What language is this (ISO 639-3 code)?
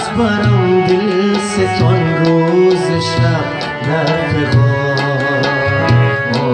fas